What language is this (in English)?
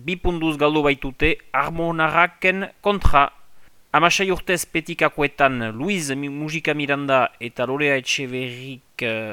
Basque